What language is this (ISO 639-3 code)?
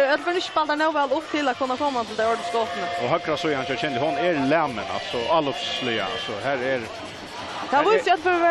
fao